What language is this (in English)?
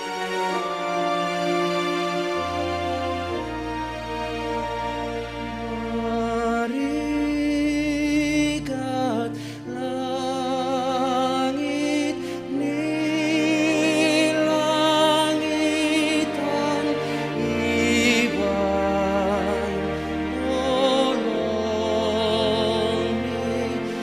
Batak Simalungun